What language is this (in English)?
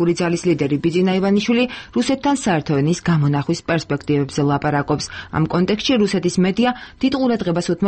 Georgian